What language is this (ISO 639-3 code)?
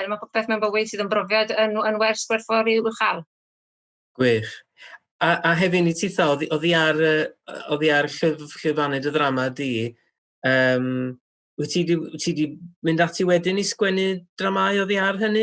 cym